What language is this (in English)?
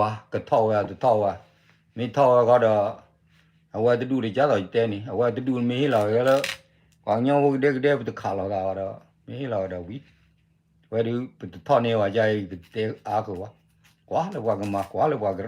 S'gaw Karen